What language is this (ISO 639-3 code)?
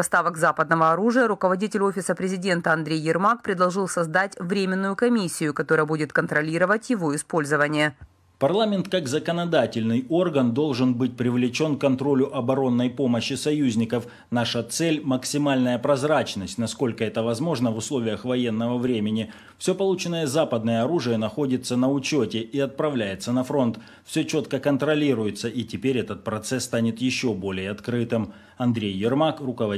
rus